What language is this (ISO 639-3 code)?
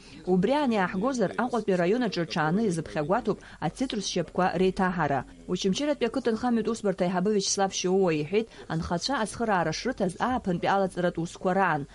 abk